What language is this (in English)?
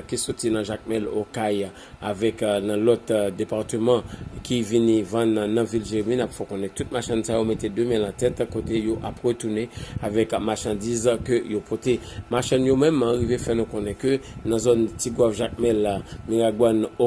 Haitian Creole